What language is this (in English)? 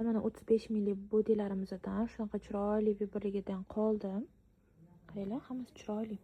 Uzbek